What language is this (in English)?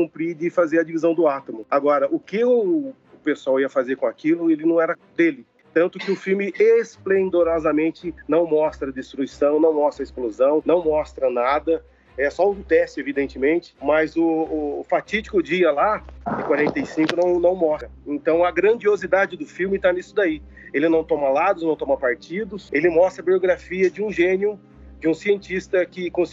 Portuguese